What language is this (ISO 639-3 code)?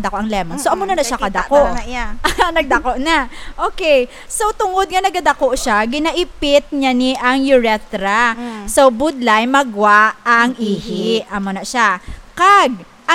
hil